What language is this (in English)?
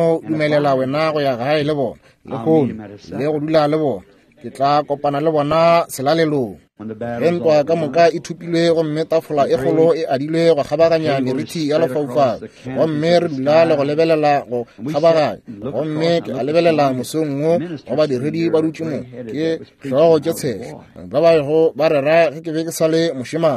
Northern Sotho